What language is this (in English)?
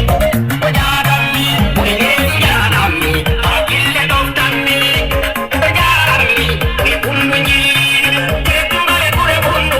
Fula